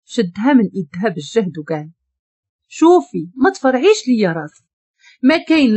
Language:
Moroccan Arabic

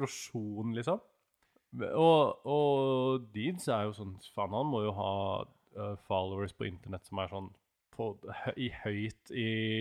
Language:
Norwegian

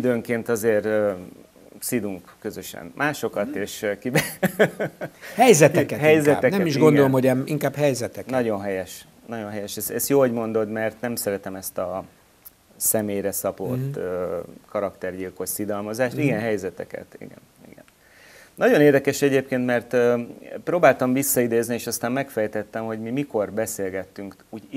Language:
Hungarian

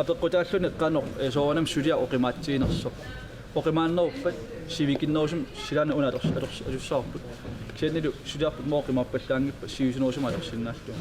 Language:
Kalaallisut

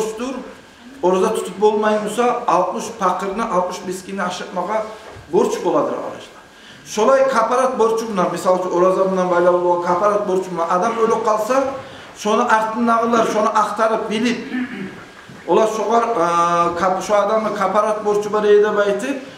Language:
Kumyk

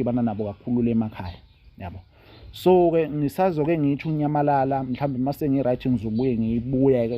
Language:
Zulu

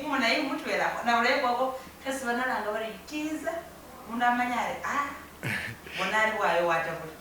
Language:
Masaaba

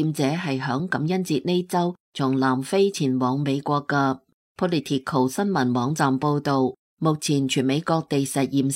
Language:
Cantonese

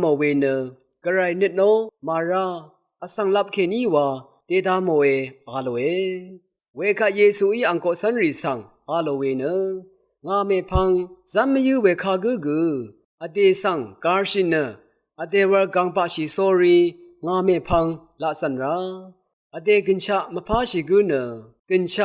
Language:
Rawang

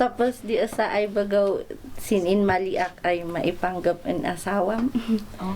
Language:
Kankanaey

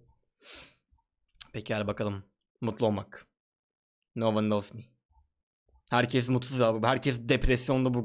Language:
Turkish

